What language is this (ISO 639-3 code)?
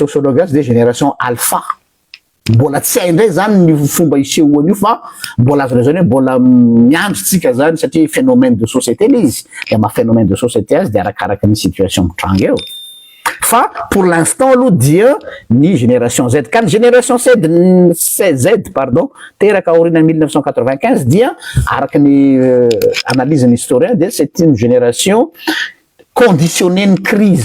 mlg